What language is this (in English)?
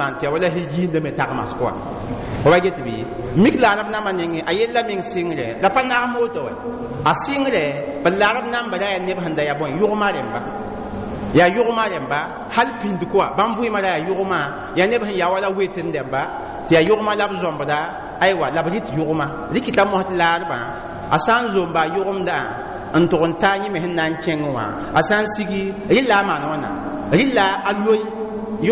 Mossi